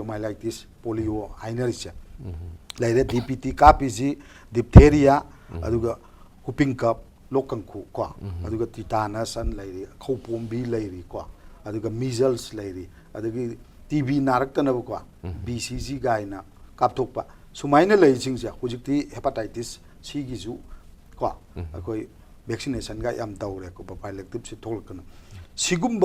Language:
Manipuri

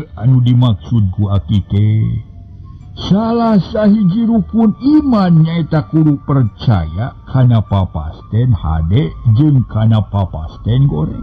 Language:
Sundanese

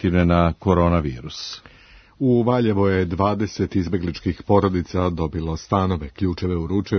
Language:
Serbian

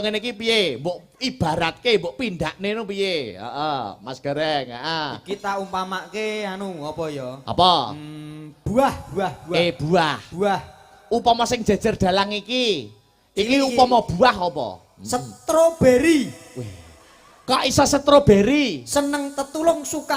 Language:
Javanese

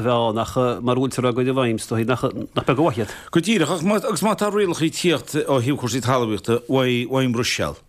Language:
Irish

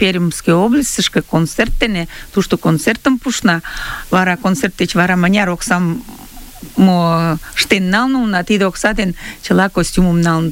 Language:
Mari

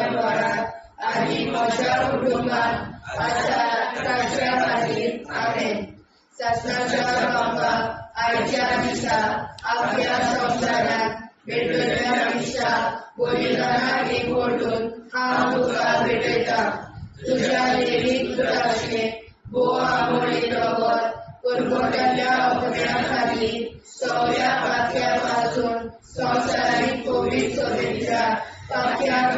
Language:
Konkani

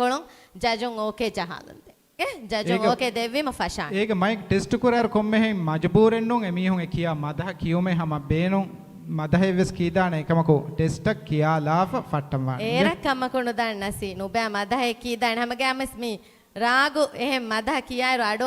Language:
Divehi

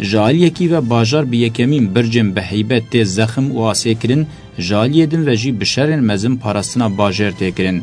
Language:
Kurdish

